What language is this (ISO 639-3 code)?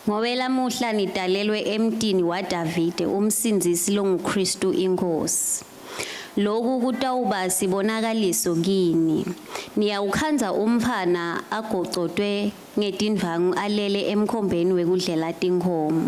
ssw